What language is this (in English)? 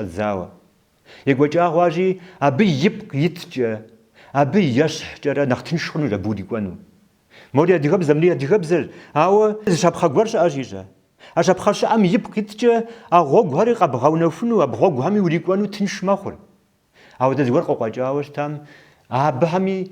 Kabardian